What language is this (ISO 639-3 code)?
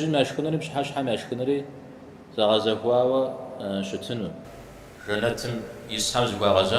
kbd